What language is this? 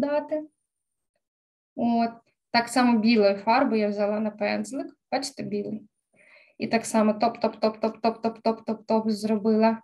Ukrainian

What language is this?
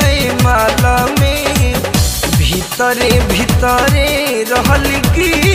Bhojpuri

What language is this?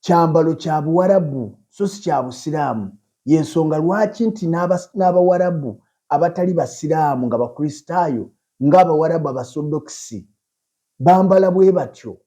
Ganda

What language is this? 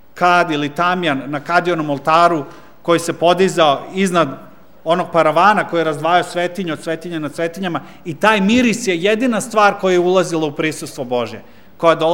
Serbian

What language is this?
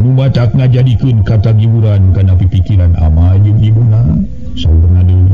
Sundanese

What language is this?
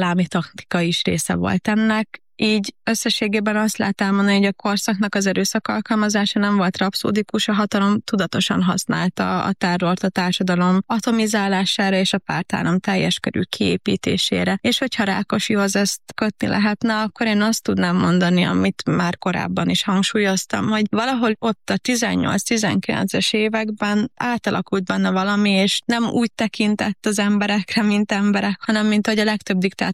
Hungarian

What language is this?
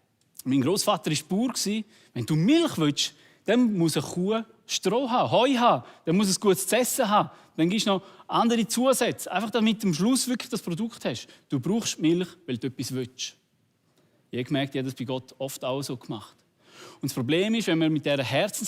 Swiss German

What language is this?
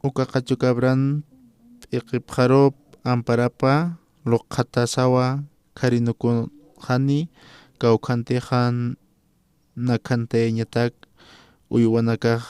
Aymara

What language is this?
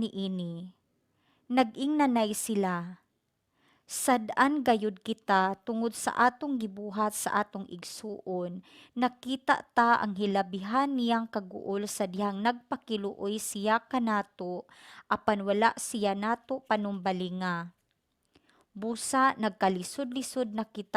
Cebuano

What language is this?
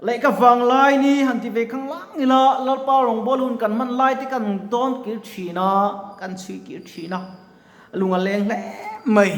Mizo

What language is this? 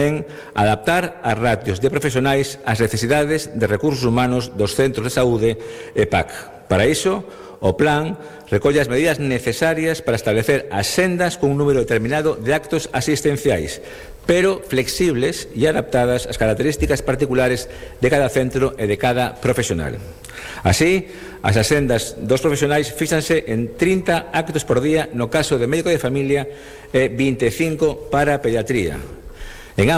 Galician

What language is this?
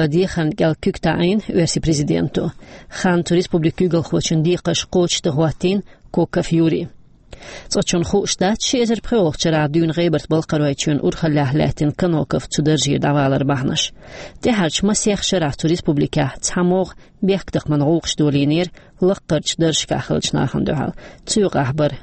Chechen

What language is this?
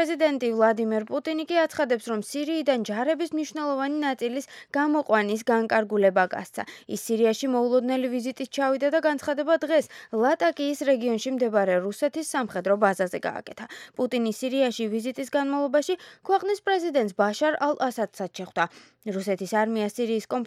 Georgian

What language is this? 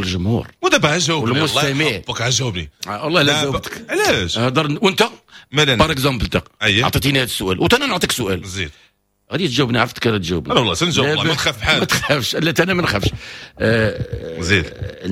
Moroccan Arabic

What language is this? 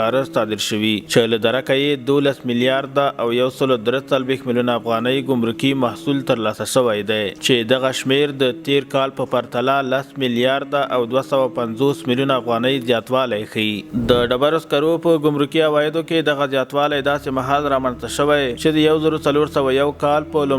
Pashto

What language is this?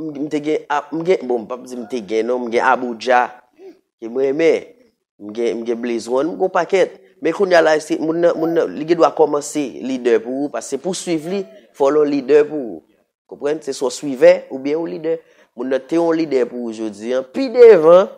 Haitian Creole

